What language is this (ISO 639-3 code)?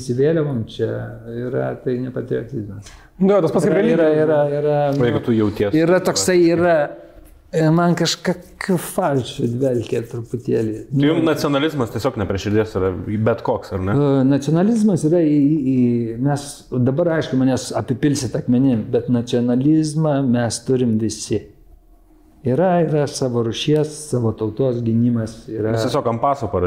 lit